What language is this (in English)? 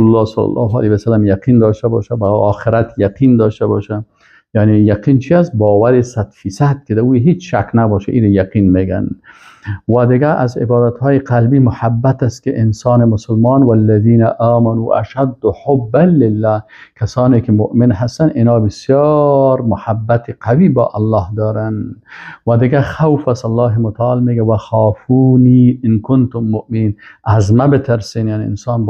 Persian